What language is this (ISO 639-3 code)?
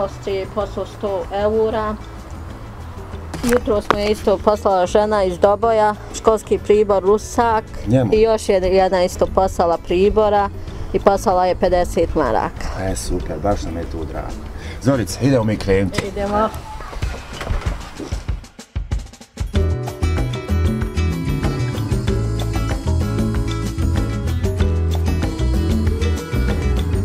bos